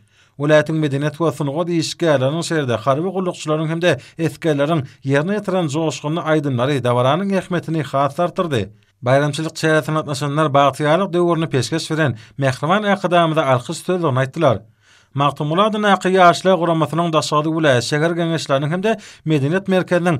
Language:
Turkmen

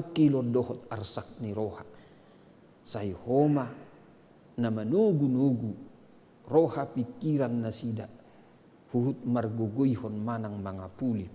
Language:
Batak Toba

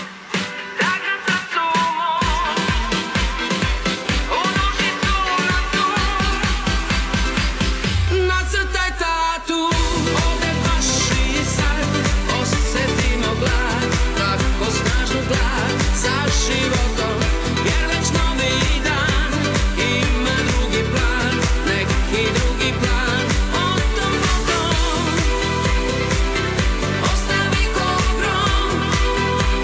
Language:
Serbian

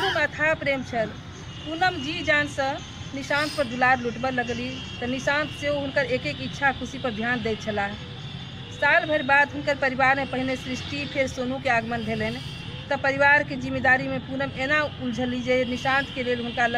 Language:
Maithili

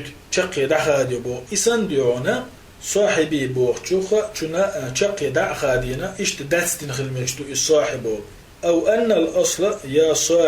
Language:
Chechen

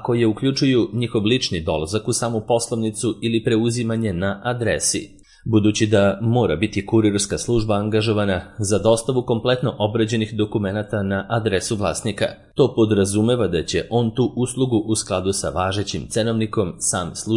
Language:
Serbian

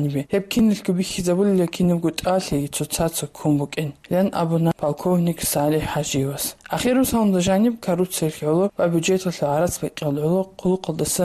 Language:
Avaric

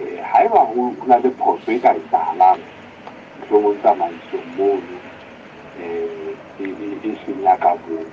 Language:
Southern Sotho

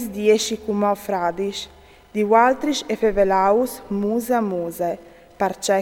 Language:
Friulian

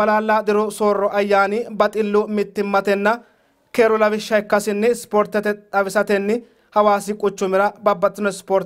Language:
Sidamo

